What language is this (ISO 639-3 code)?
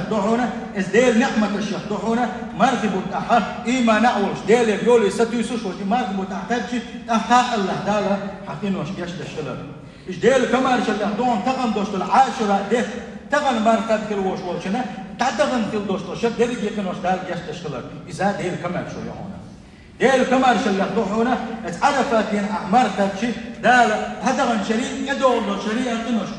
che